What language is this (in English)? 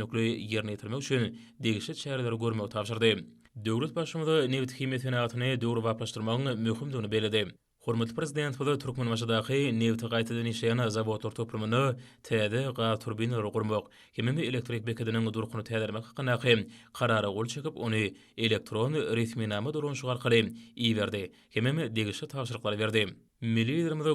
Turkmen